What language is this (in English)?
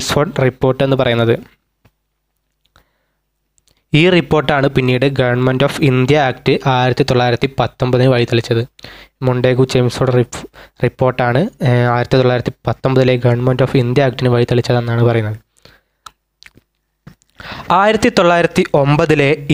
Malayalam